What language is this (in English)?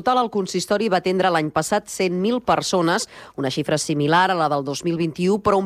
Catalan